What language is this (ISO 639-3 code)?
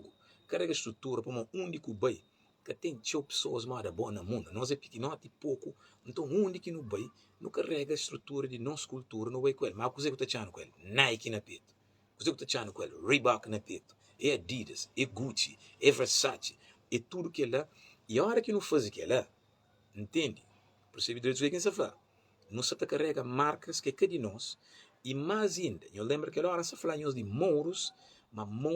kea